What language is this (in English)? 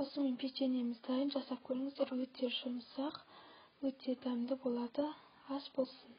Kazakh